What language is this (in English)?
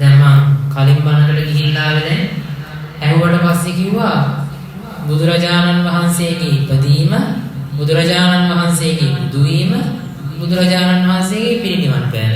Sinhala